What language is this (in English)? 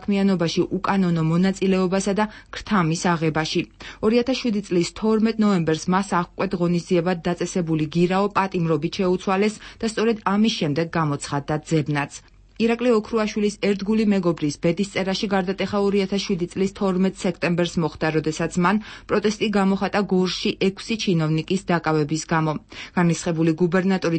Georgian